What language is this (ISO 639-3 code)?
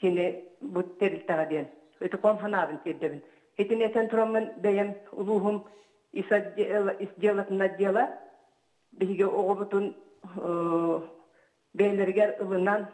sah